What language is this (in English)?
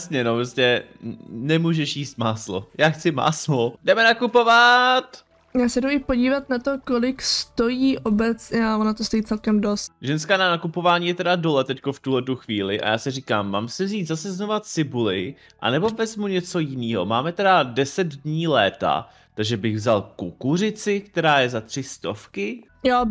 Czech